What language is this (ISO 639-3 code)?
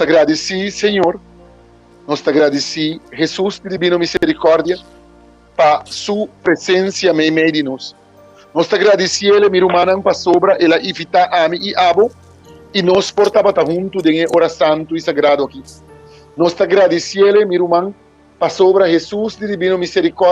pap